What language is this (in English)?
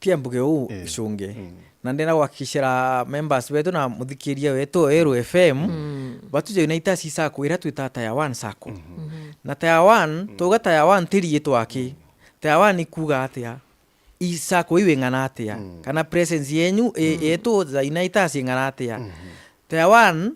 Meru